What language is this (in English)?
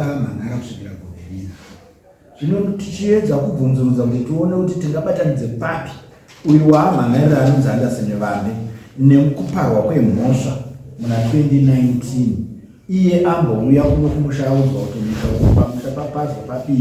Shona